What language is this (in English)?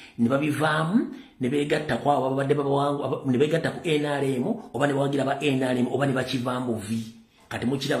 Ganda